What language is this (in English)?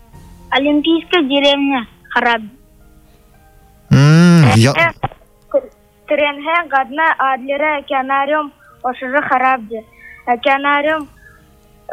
Buriat